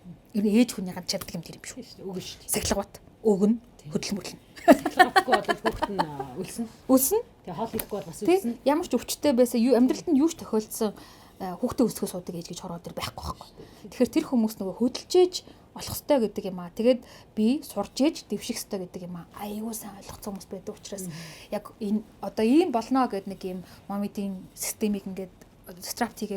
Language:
Mongolian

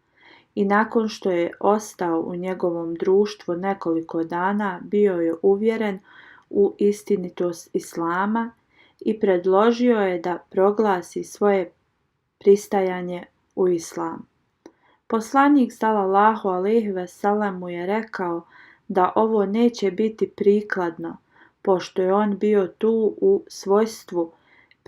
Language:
Bosnian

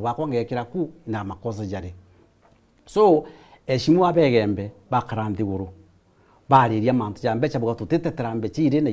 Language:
Meru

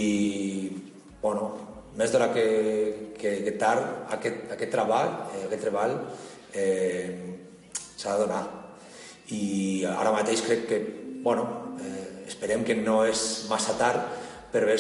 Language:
Catalan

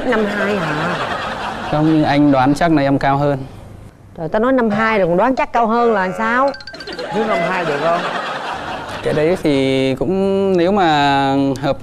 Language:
Vietnamese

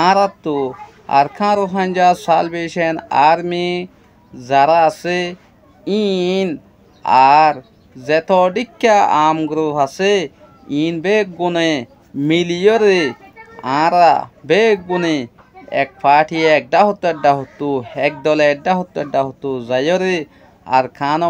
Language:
Rohingya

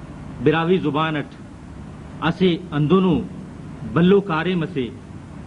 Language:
Brahui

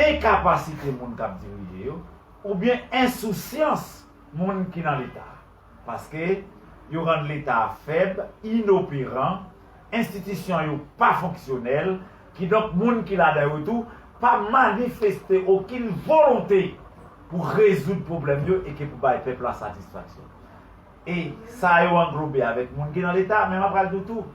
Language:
Haitian Creole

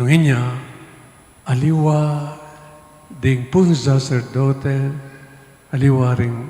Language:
Pampanga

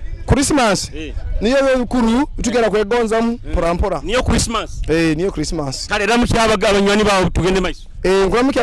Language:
Nyoro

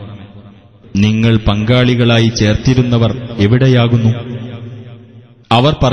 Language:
Malayalam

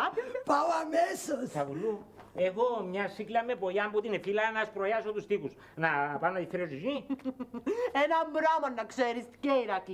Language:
Greek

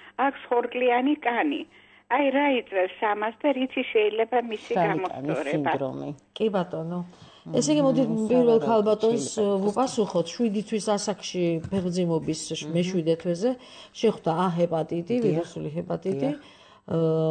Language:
Georgian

